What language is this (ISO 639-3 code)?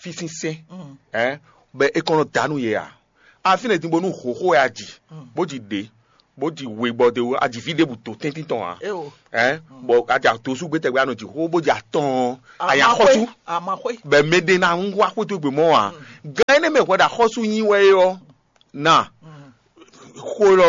fon